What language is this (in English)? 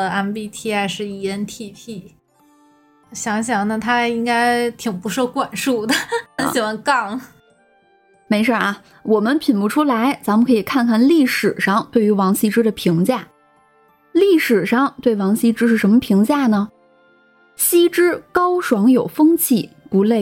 Chinese